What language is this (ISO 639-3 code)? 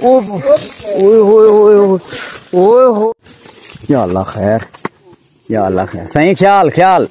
skr